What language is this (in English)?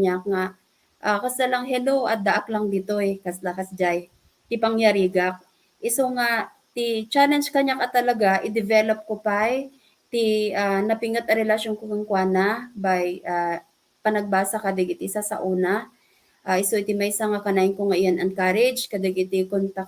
Iloko